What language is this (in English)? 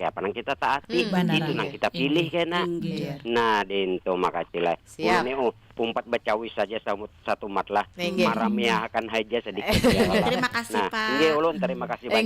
Banjar